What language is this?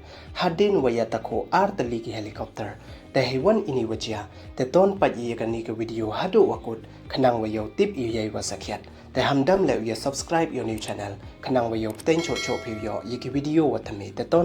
Pnar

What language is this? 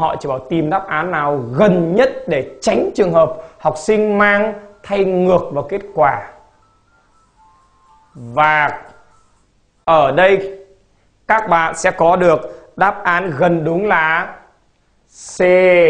Vietnamese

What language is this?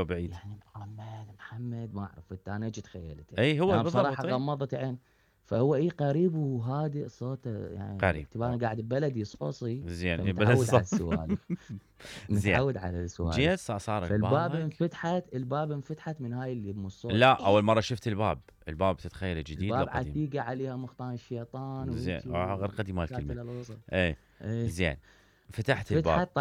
Mesopotamian Arabic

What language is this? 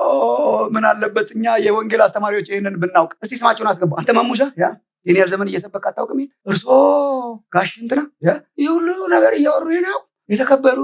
Amharic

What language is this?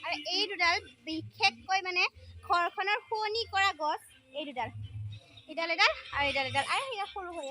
Assamese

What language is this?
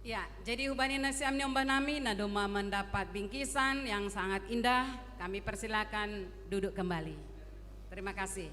Batak Simalungun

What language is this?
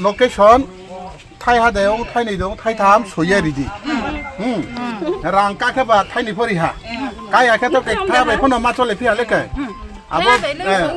Riang (India)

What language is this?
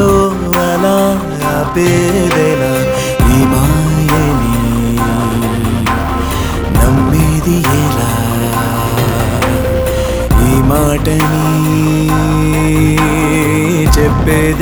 Telugu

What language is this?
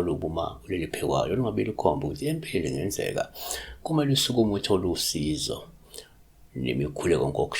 Zulu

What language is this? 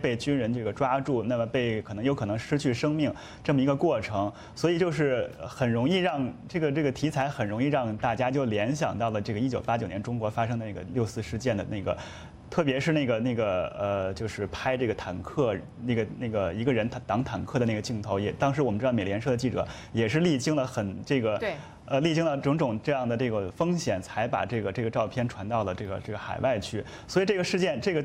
Chinese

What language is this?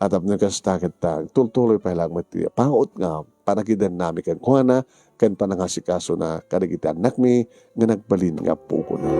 Iloko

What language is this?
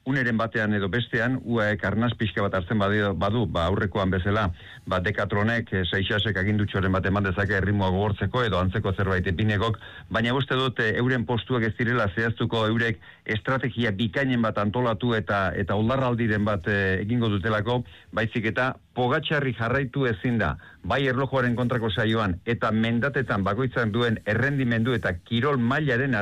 Basque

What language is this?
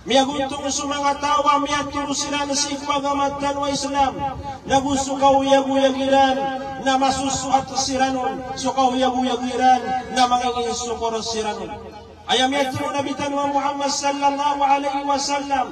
Maranao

